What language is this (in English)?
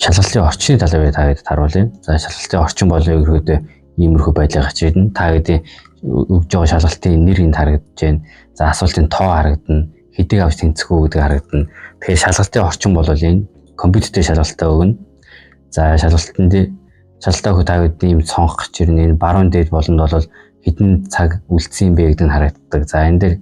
Mongolian